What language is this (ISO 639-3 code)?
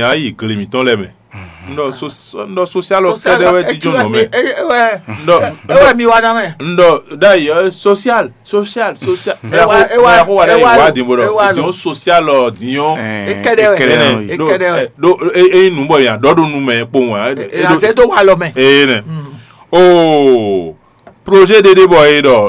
fon